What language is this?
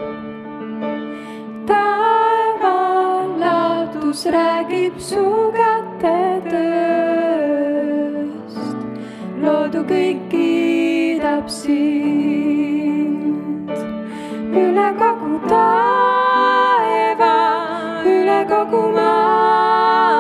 Estonian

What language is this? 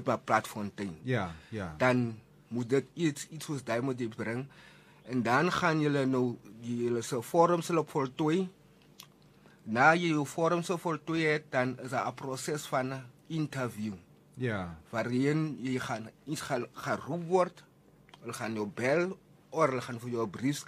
Afrikaans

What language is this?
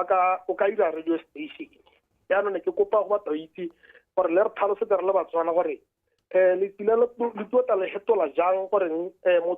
Tswana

